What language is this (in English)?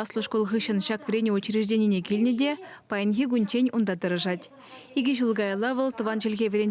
Chuvash